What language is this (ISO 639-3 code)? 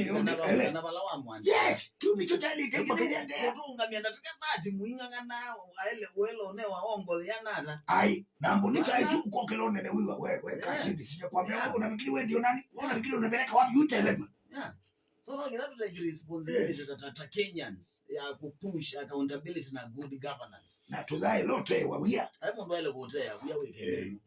kam